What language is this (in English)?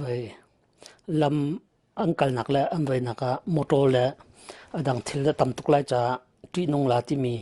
Hakha Chin